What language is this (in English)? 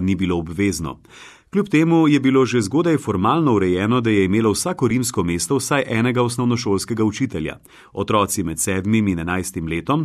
Slovenian